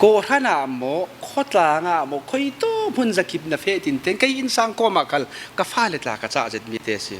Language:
Falam Chin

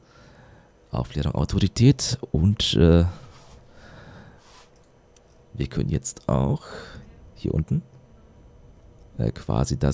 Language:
German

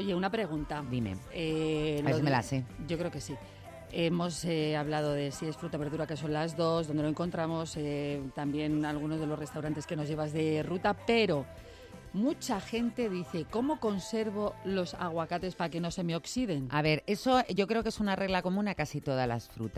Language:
Spanish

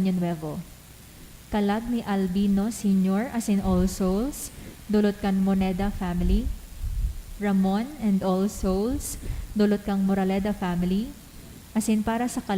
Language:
Bikol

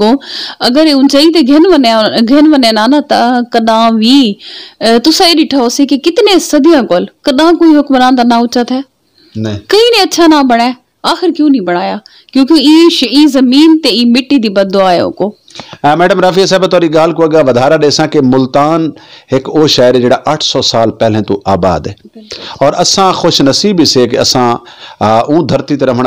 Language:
Saraiki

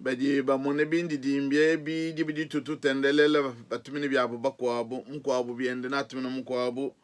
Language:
Luba-Lulua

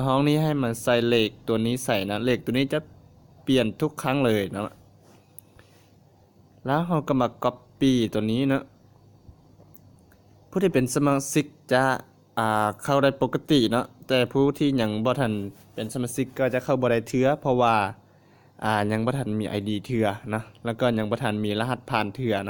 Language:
Lao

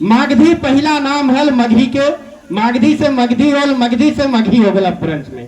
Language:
Magahi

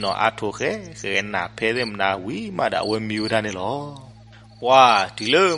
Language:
S'gaw Karen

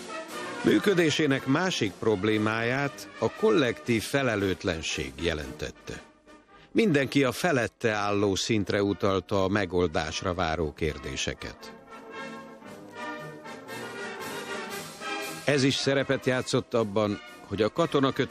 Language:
Hungarian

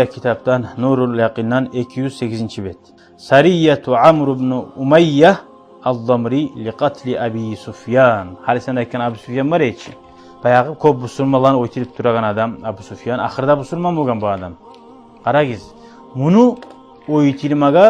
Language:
Kumyk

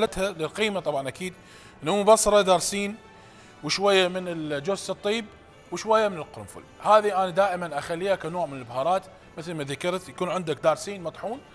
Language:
Mesopotamian Arabic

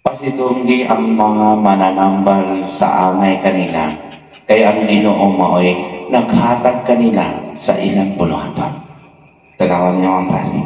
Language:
Cebuano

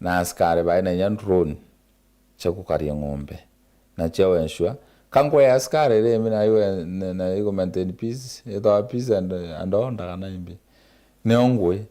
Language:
Meru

